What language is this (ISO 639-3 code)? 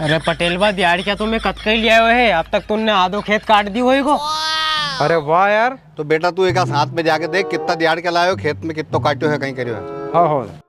raj